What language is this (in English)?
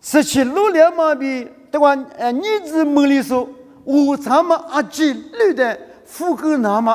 Lisu